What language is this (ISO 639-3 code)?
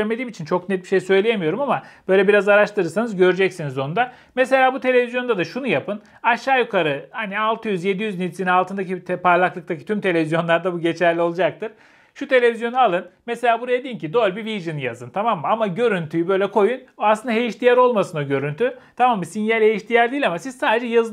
tur